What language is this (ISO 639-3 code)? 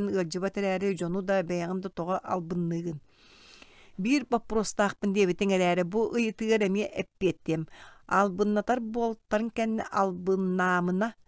sah